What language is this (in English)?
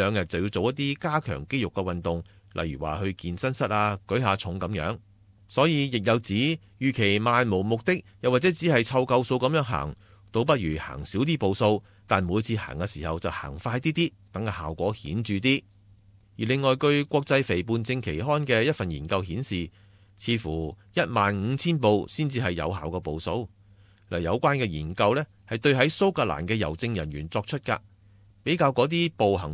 Cantonese